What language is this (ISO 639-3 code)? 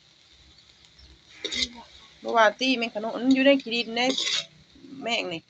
lao